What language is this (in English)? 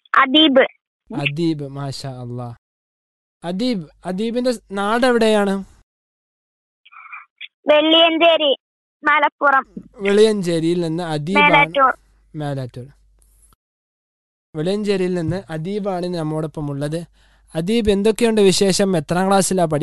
Malayalam